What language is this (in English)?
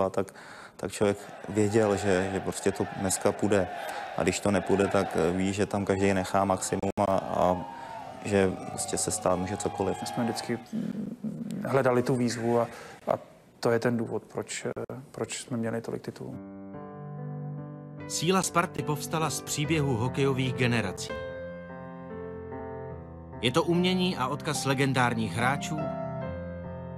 Czech